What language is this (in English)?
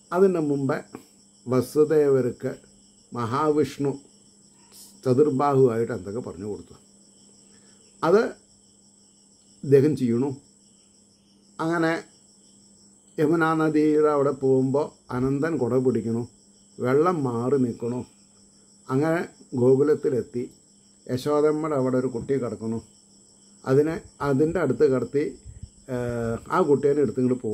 Malayalam